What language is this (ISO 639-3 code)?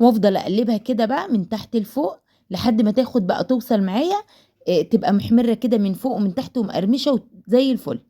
arz